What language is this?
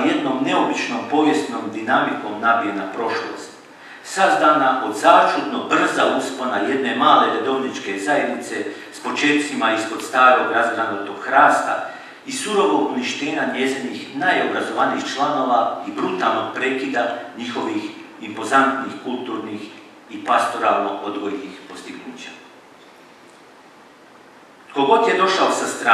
Croatian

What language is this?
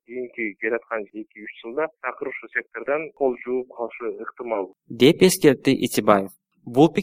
Kyrgyz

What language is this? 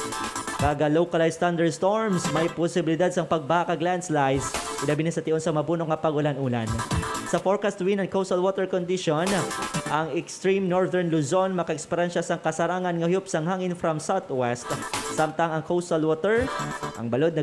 Hiligaynon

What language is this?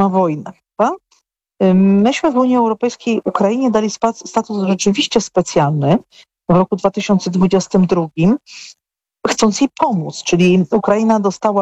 Polish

